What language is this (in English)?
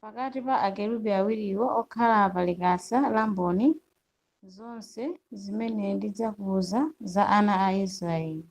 Nyanja